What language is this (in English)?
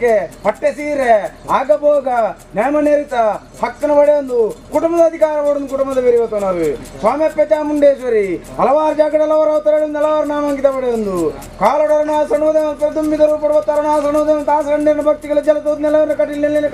Tulu